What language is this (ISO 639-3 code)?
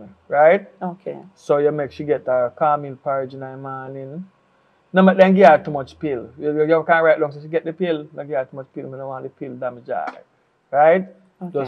jam